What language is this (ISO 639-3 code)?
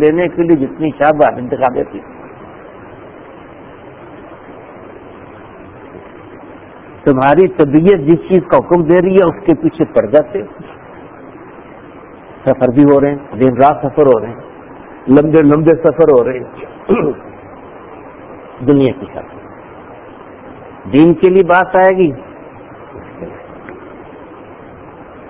urd